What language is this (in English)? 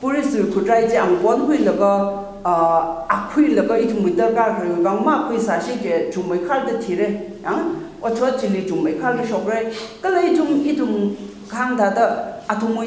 Tangkhul Naga (India)